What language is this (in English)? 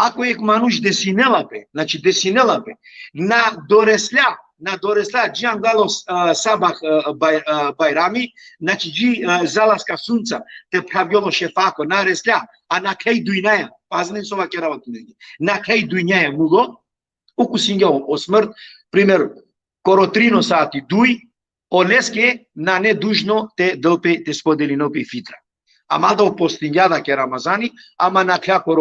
Balkan Romani